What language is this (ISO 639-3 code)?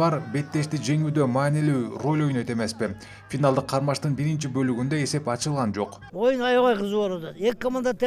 kir